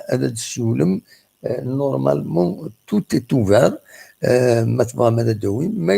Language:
Kabyle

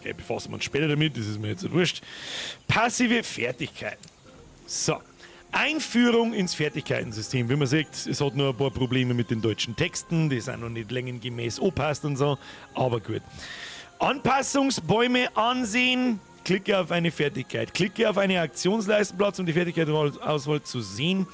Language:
Bavarian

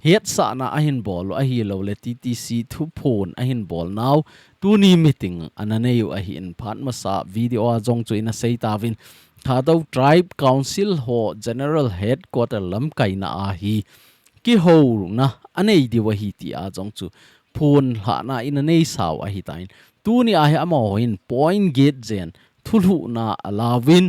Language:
Thado Chin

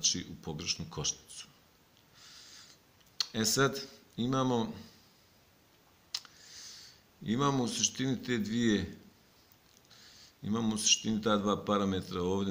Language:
Bosnian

